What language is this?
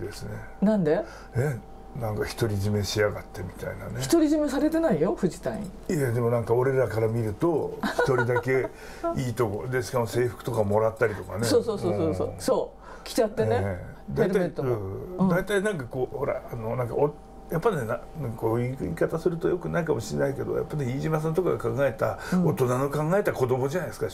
Japanese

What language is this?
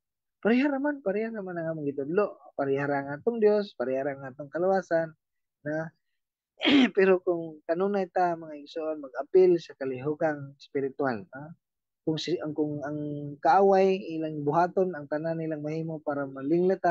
Cebuano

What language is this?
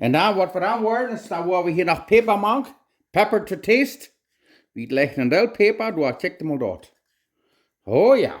Plautdietsch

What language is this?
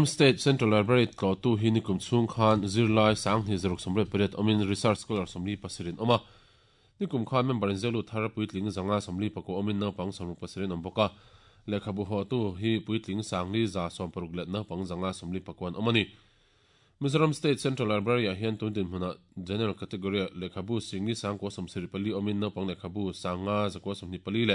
Mizo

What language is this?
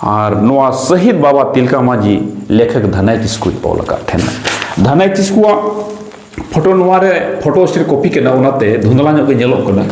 Santali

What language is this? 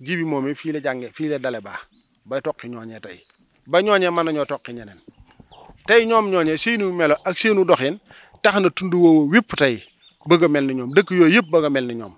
Wolof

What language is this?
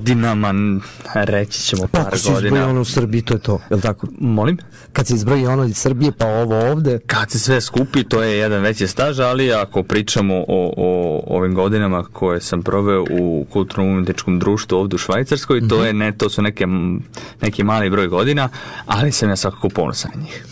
Serbian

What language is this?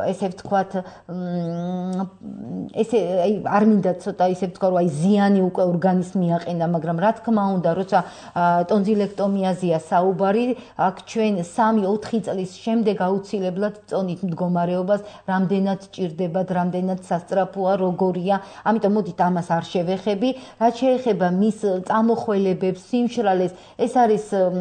Georgian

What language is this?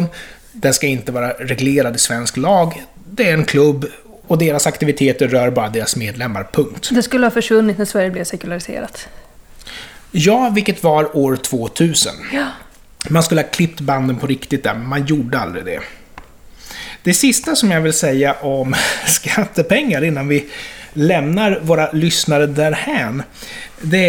Swedish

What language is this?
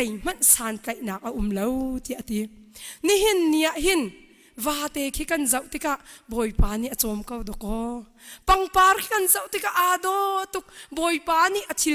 Hakha Chin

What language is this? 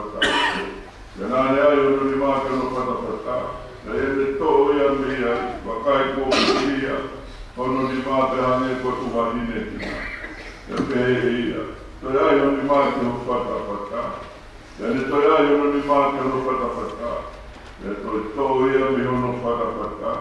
Tongan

